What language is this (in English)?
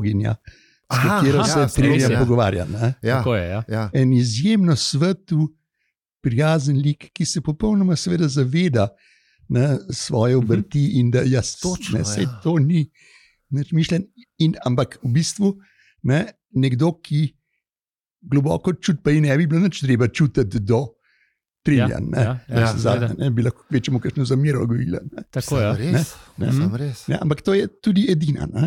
Slovenian